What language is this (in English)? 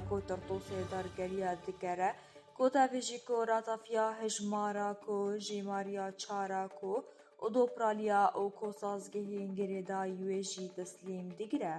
Kurdish